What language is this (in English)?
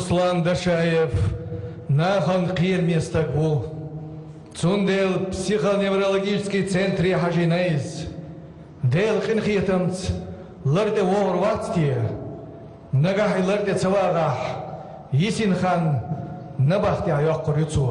Chechen